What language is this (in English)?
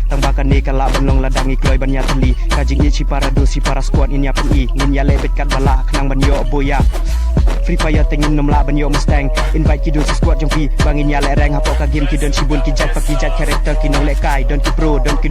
Khasi